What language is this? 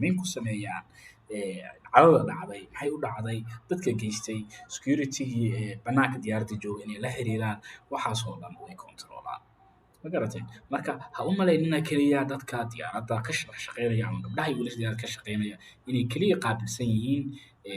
Somali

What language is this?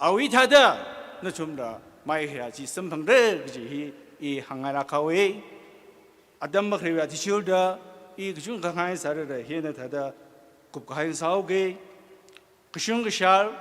Tangkhul Naga (India)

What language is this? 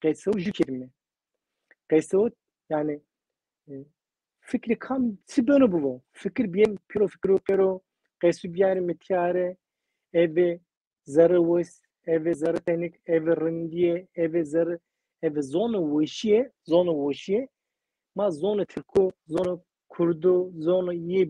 Zaza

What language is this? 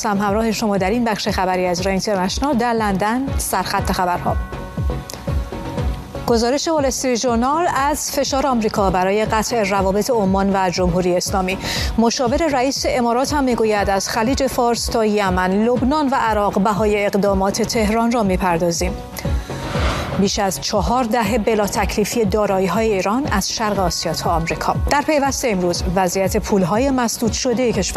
Persian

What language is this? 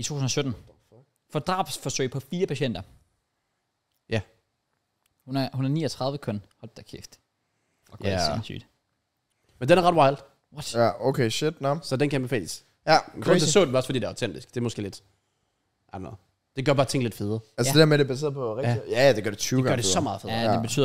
Danish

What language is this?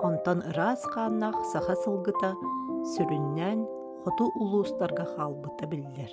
Yakut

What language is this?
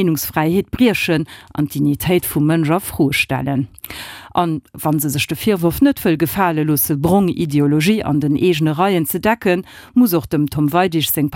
Luxembourgish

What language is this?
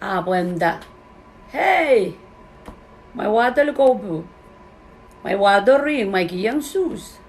Pohnpeian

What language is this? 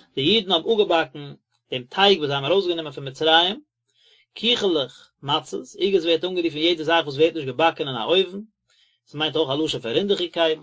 Yiddish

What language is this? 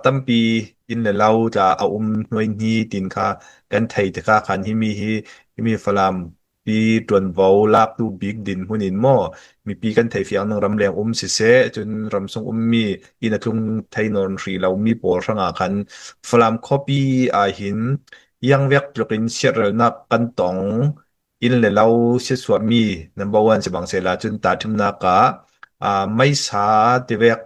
Hakha Chin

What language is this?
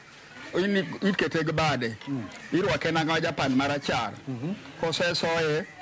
Luo (Kenya and Tanzania)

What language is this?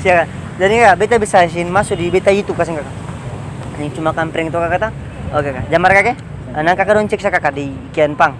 Ambonese Malay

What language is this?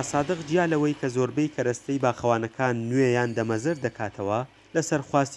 Central Kurdish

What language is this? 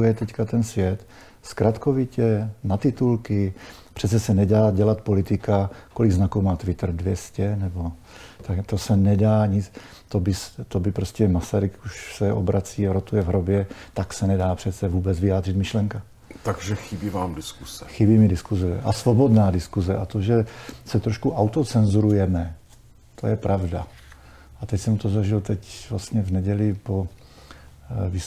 Czech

